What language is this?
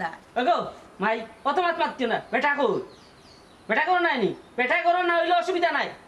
Sylheti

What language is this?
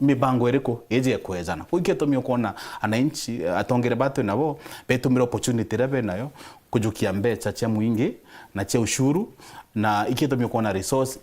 Meru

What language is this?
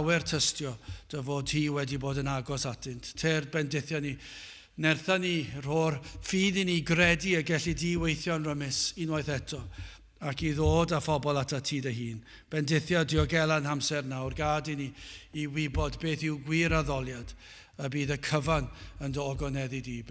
Welsh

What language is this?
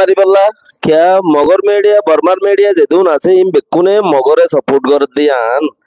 Rohingya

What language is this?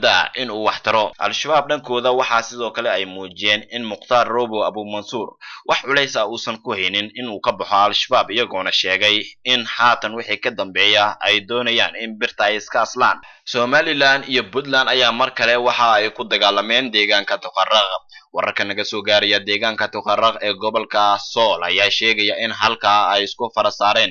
Somali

